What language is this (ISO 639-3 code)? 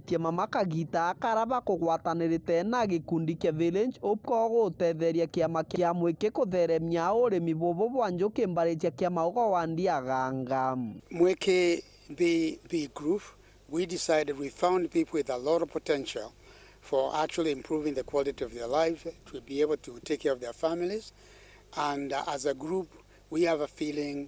mer